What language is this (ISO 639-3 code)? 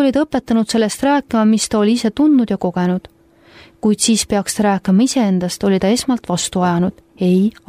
est